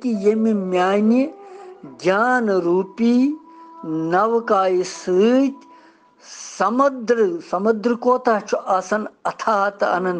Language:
Kashmiri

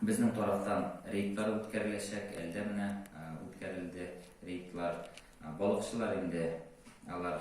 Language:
Tatar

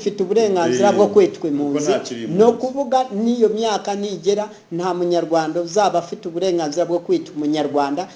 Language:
Kinyarwanda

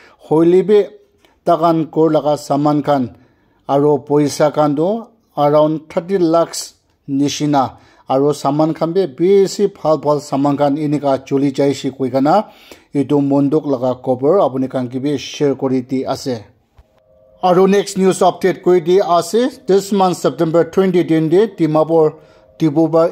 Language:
Naga Pidgin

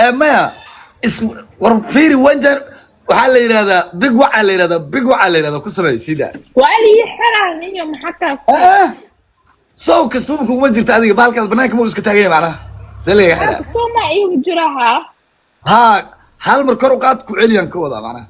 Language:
Somali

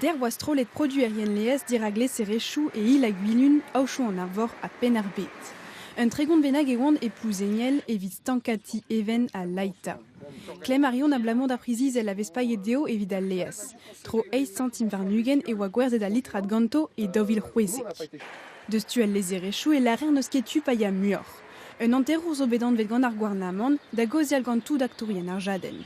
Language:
Breton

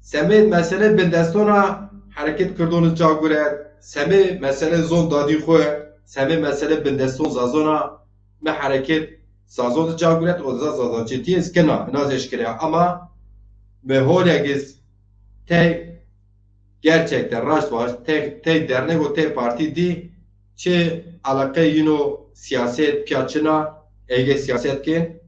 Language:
Zaza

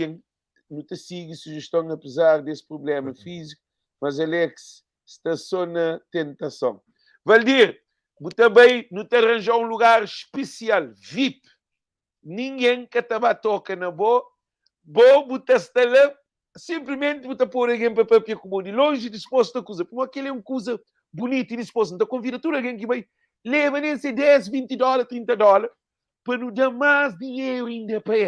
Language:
Kabuverdianu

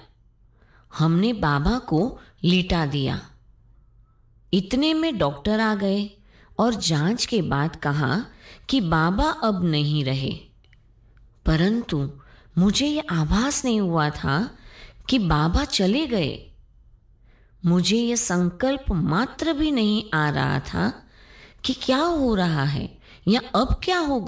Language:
Hindi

